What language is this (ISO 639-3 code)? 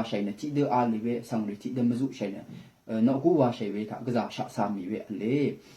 raw